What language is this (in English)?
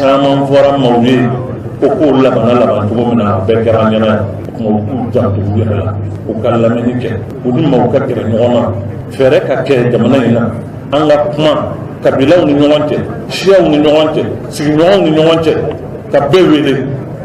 Bambara